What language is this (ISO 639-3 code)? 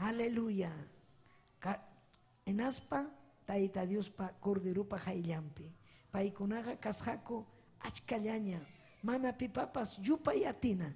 quy